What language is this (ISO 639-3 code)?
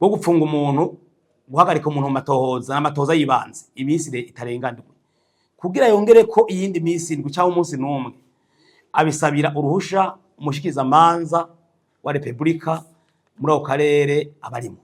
run